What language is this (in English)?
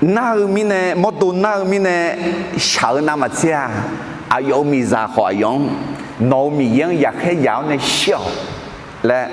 Akha